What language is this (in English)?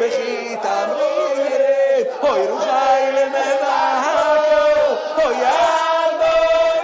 Yiddish